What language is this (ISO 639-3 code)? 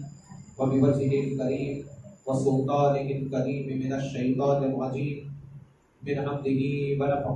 urd